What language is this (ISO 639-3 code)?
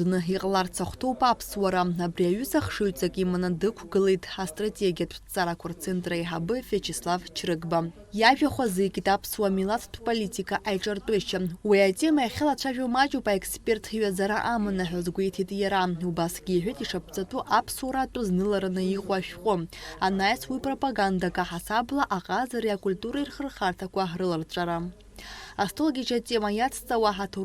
abk